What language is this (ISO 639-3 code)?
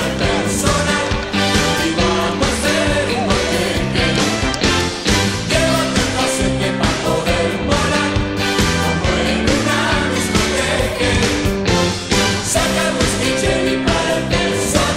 spa